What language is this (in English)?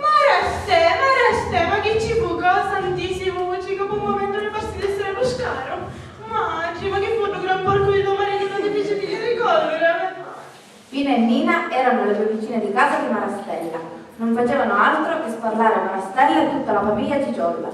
Sicilian